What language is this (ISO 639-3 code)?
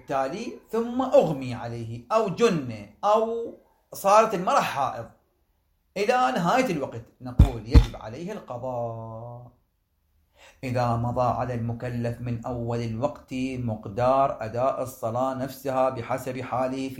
ara